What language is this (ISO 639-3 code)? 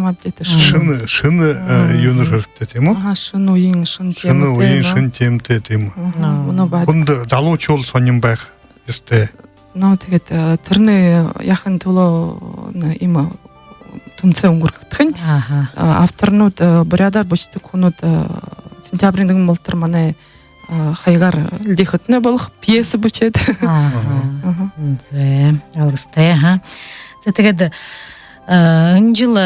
bua